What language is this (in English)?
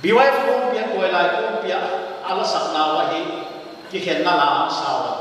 Paite Chin